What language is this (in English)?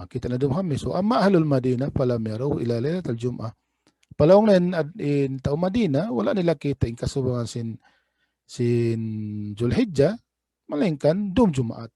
Tausug